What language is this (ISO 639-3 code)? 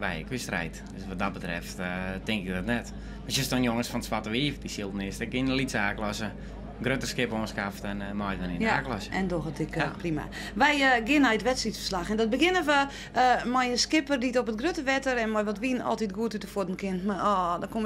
fry